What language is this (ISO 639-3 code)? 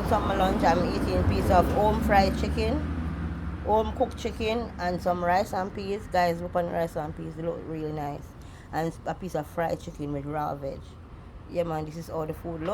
jam